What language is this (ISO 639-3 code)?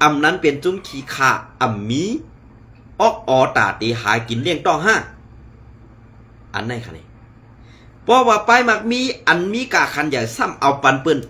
shn